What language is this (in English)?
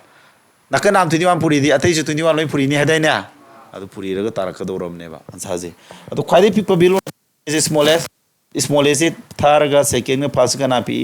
Manipuri